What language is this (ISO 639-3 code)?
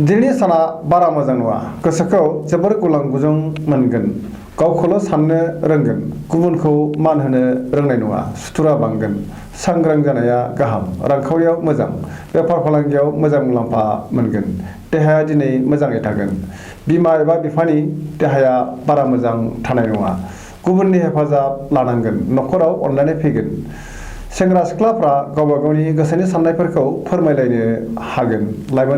brx